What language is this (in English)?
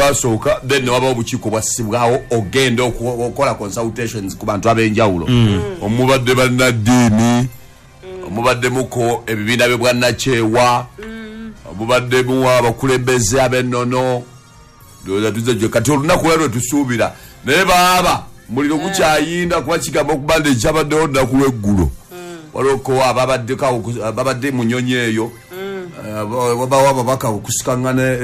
Ganda